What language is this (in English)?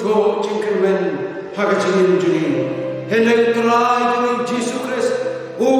Khasi